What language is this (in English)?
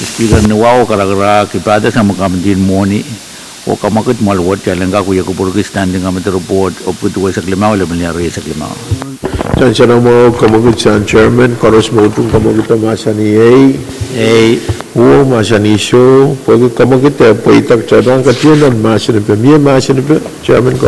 Pohnpeian